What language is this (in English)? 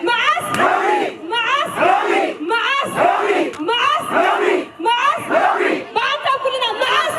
Tigrinya